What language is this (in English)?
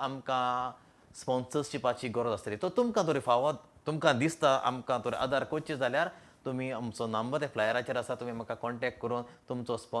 Konkani